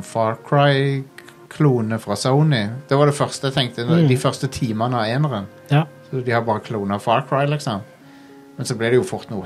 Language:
Norwegian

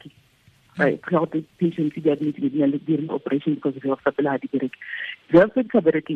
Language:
Tswana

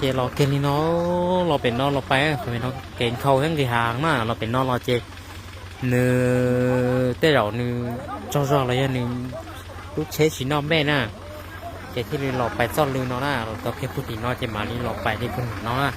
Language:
Hmong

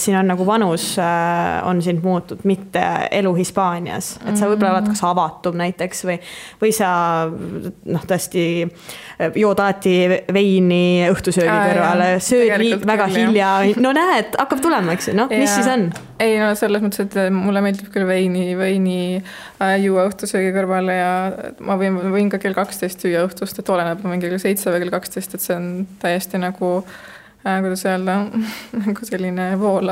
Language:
Estonian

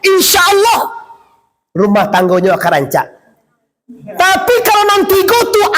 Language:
Minangkabau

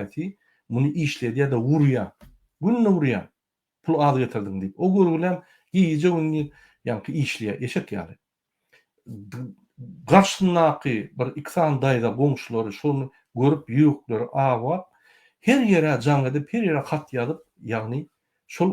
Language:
Turkmen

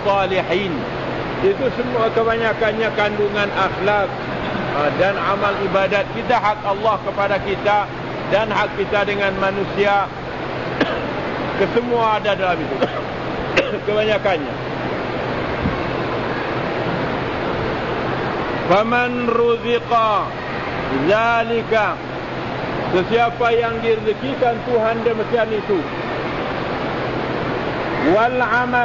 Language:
Malay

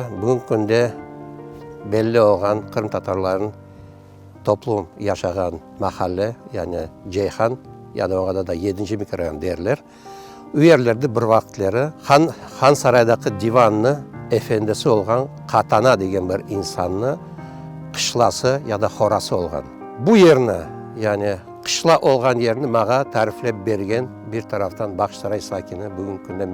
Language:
Crimean Tatar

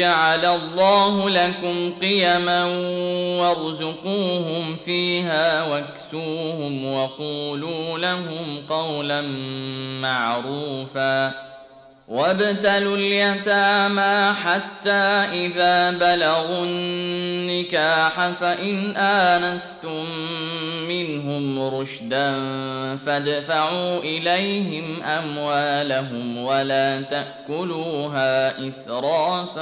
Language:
Arabic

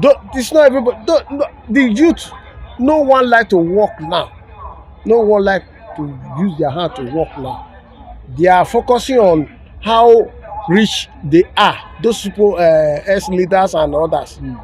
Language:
Nigerian Pidgin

